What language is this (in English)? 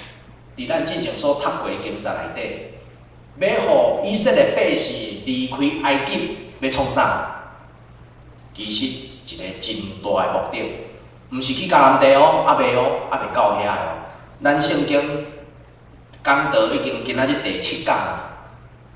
Min Nan Chinese